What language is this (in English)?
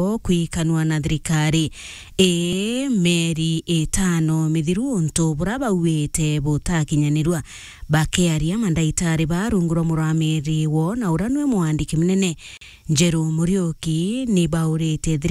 Meru